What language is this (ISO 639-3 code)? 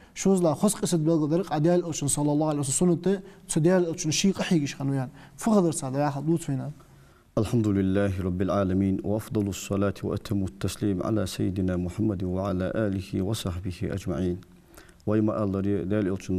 inh